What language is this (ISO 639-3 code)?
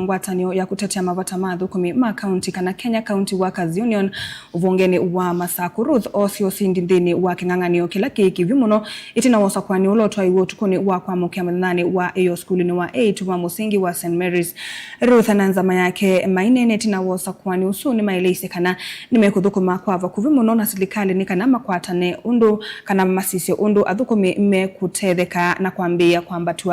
kam